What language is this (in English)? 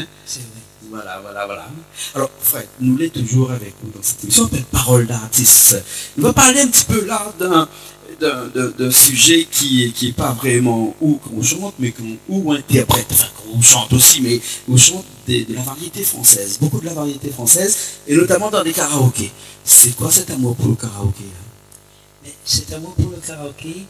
Réunion Creole French